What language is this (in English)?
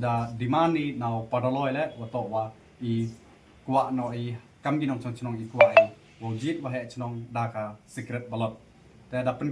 Pnar